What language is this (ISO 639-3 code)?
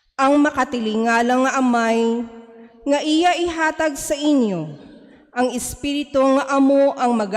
hil